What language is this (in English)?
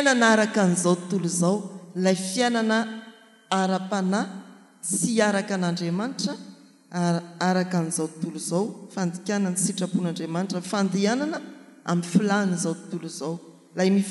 Malagasy